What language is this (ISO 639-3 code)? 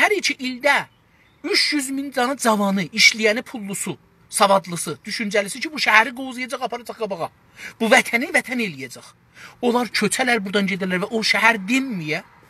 azb